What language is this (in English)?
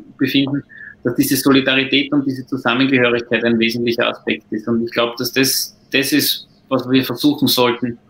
German